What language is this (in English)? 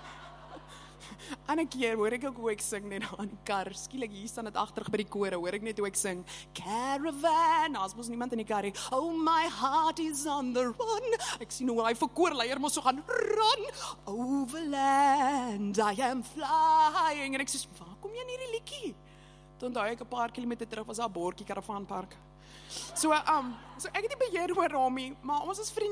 Afrikaans